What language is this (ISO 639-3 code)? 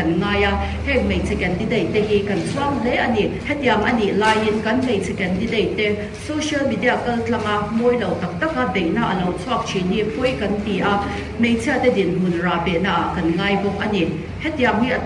lus